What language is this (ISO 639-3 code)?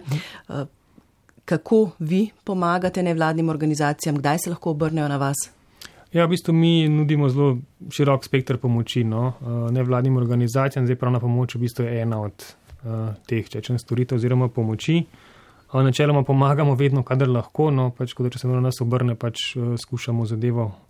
slv